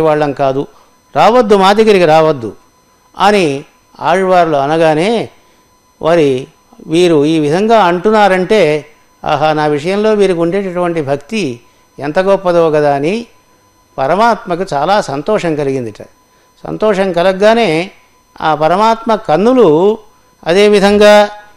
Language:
Telugu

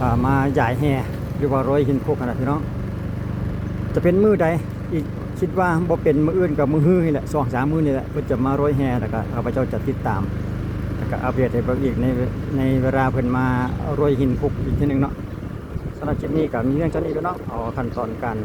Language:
Lao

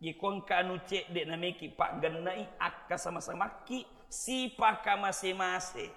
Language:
Buginese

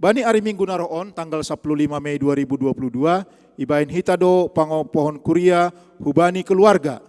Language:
Batak Simalungun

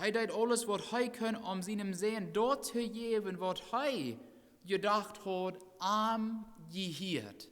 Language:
Plautdietsch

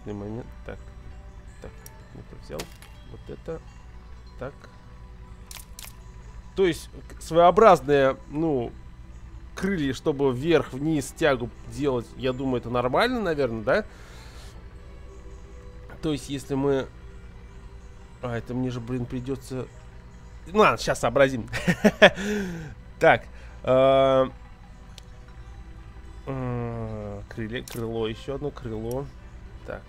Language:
Russian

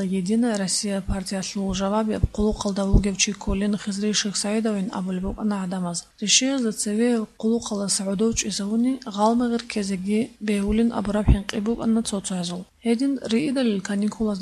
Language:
Avaric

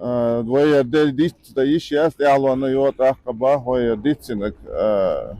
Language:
Chechen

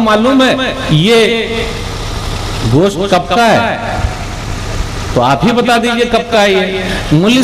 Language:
Urdu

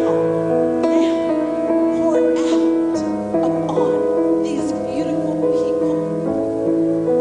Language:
Ewe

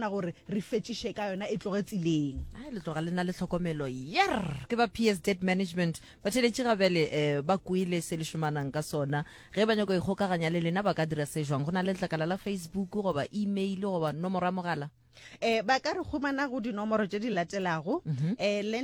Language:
Northern Sotho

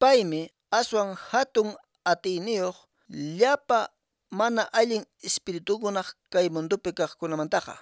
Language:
Quechua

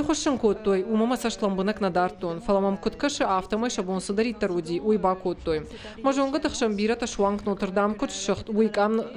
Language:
Ossetic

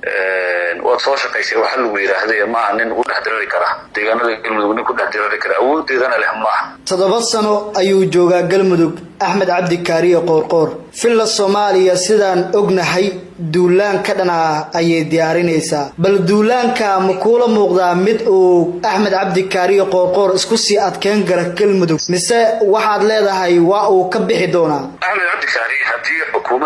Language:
Somali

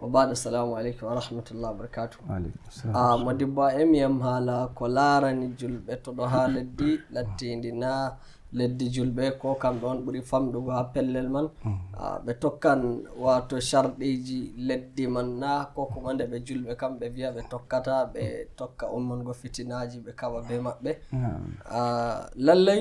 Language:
Nigerian Fulfulde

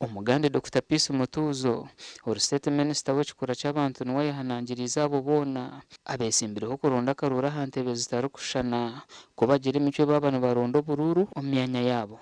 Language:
Nyankole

